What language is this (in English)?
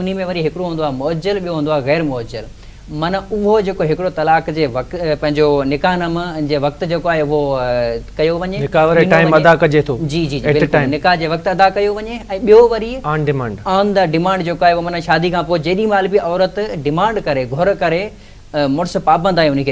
Sindhi